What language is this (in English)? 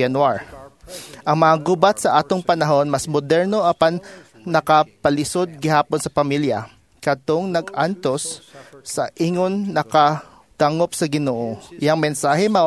Cebuano